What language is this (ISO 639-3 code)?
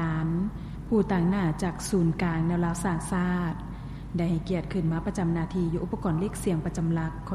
lao